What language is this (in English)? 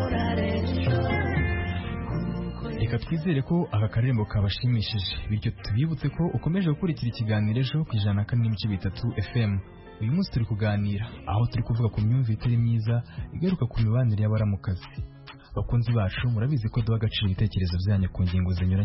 Kinyarwanda